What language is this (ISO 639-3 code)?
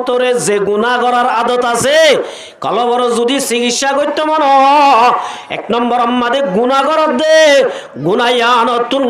rhg